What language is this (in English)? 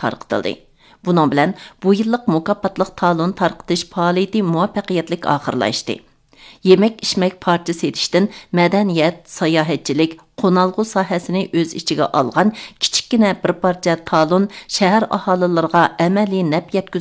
Uyghur